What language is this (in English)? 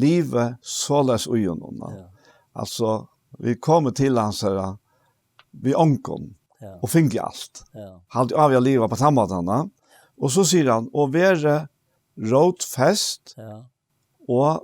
Faroese